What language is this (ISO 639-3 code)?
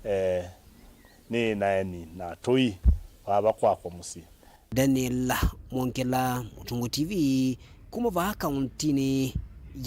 kam